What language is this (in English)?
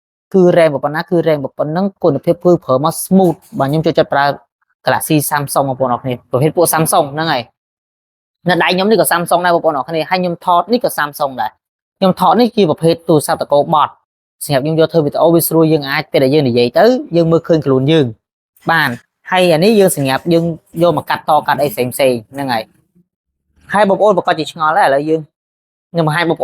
Khmer